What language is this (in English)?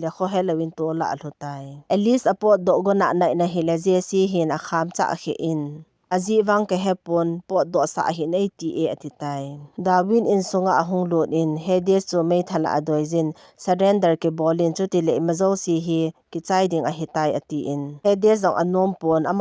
Thado Chin